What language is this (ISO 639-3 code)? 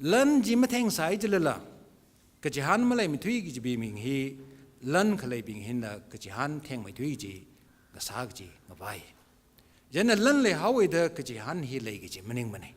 nmf